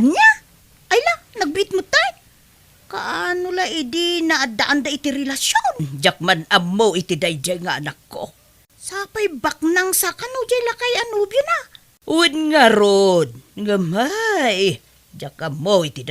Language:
Iloko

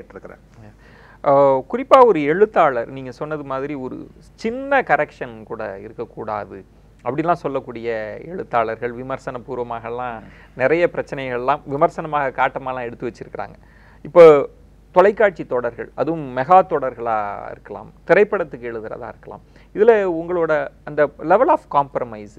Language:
Tamil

